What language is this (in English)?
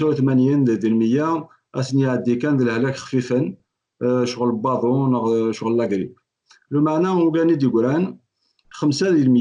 Kabyle